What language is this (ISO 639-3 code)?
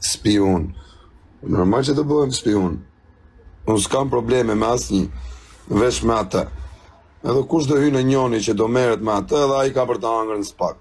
sqi